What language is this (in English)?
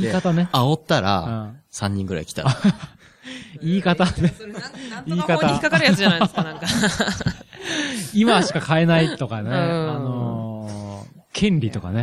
Japanese